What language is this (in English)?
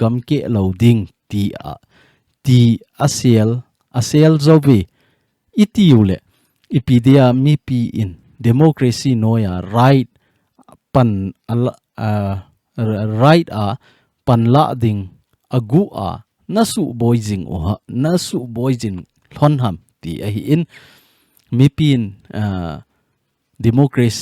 Thado Chin